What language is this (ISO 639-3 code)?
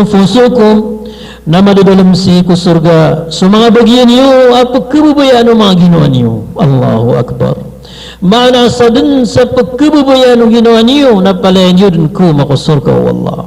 mrw